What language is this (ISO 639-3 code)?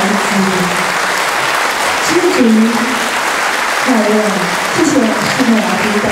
zho